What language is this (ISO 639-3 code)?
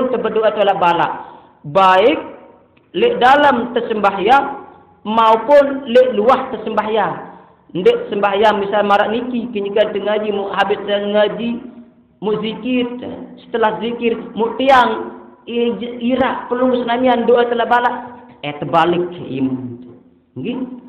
sas